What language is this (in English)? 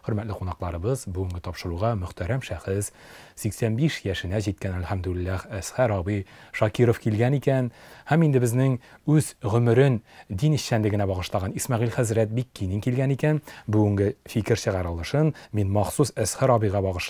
Tatar